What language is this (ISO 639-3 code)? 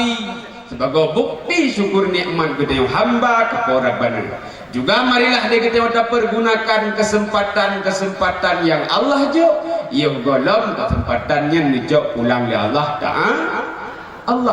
ace